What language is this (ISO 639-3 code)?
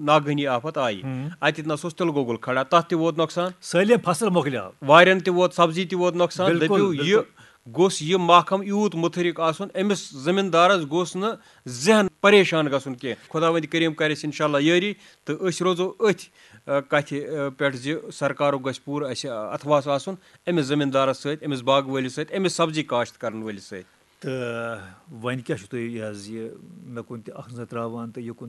kas